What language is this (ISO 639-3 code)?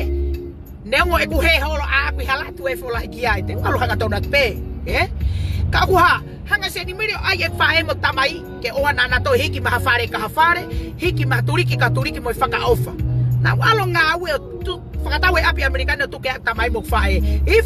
ton